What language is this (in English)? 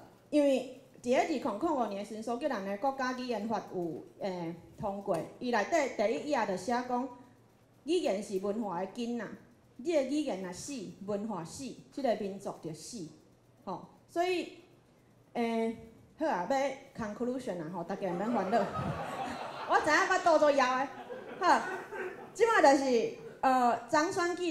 Min Nan Chinese